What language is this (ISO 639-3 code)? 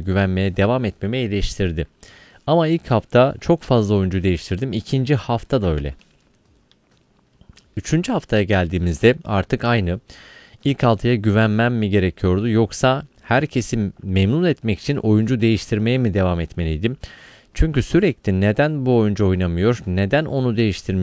tur